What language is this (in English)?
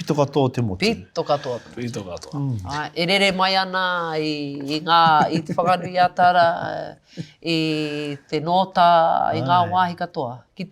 Māori